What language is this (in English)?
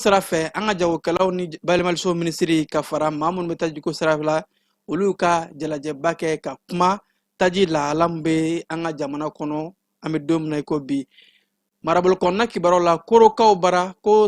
Bambara